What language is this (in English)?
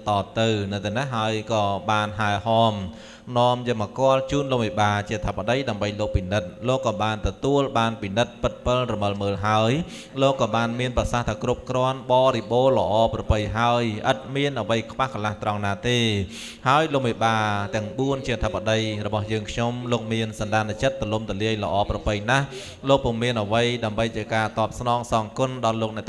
Khmer